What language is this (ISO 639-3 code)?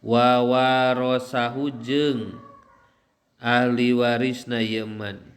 sun